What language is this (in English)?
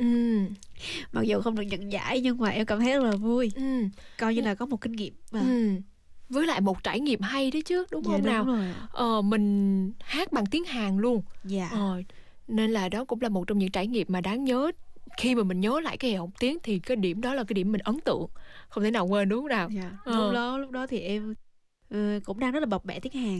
Vietnamese